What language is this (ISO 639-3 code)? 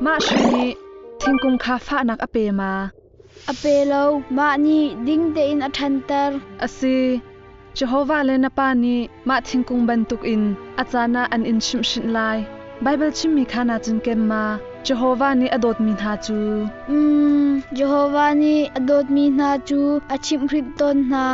cnh